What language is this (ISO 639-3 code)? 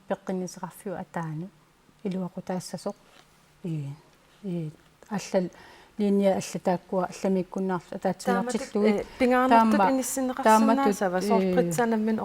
kal